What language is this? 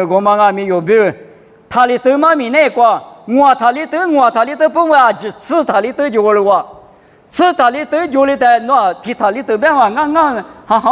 Lisu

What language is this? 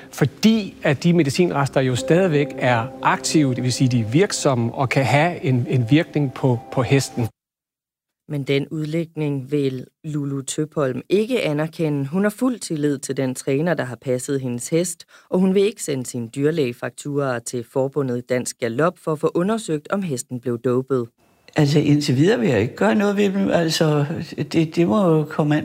Danish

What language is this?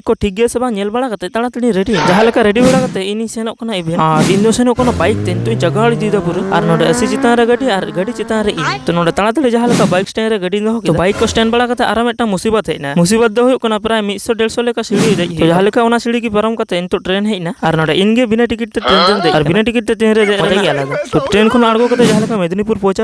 Santali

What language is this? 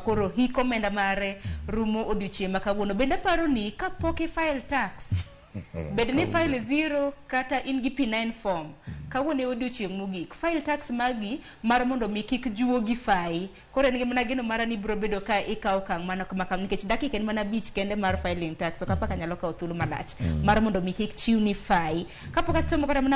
Luo (Kenya and Tanzania)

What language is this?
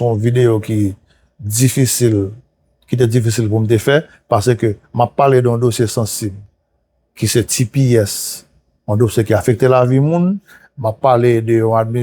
Haitian Creole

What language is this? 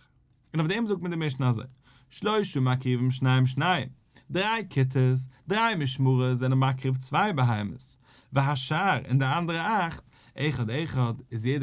Yiddish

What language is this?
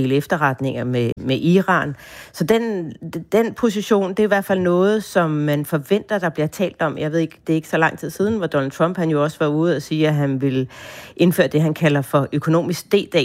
Danish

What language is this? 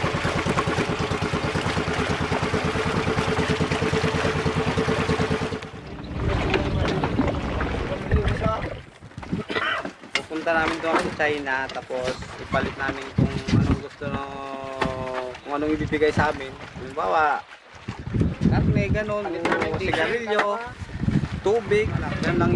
Filipino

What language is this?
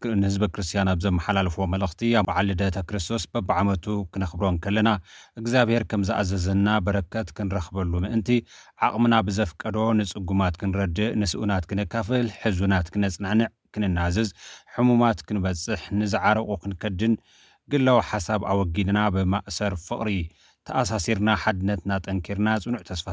Tigrinya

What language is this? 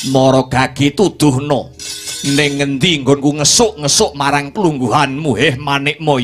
Javanese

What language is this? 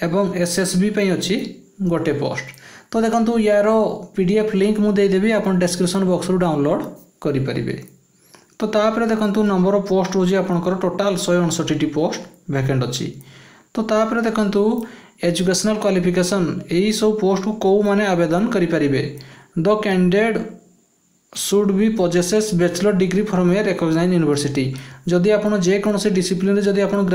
Odia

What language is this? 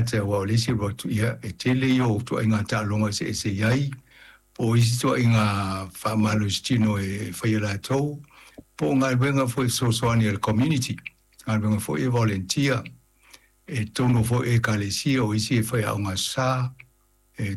Samoan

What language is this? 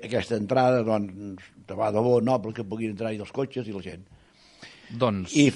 Catalan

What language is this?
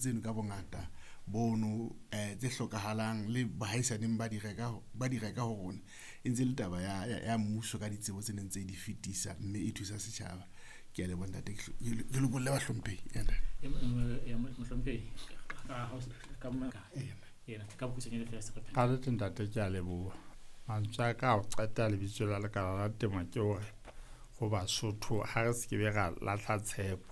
Southern Sotho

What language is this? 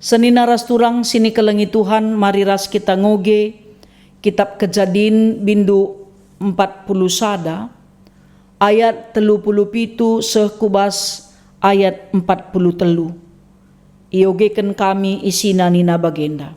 Batak Karo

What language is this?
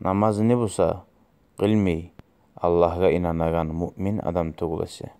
Kumyk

